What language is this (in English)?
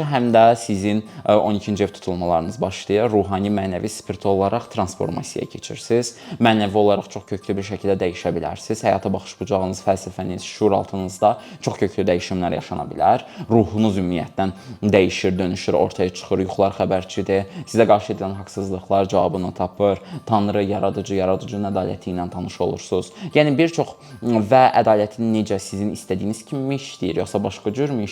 Azerbaijani